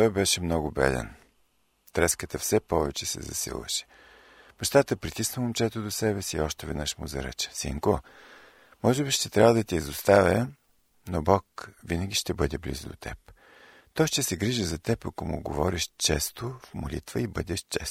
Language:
Bulgarian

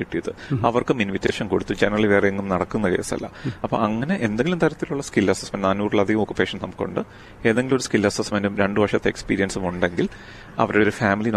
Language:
Malayalam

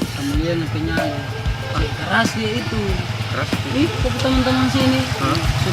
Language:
Manado Malay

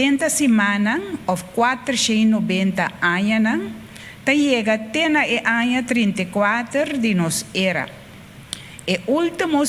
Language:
Papiamento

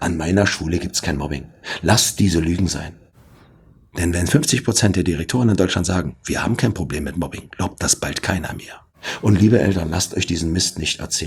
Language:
German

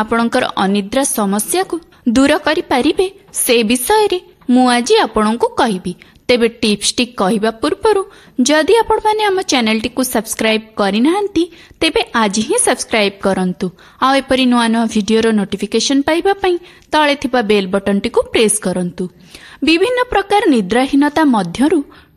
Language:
Odia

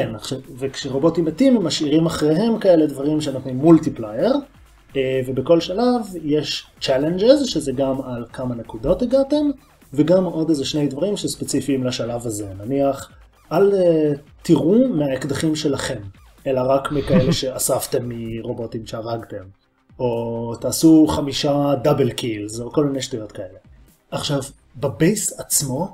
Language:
Hebrew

